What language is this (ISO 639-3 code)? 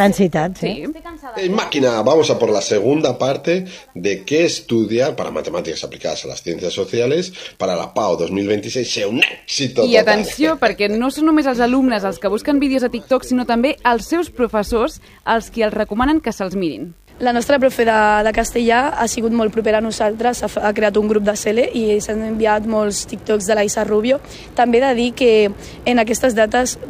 cat